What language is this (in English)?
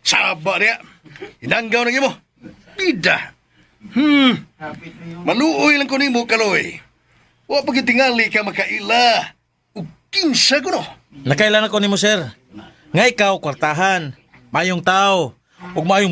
Cebuano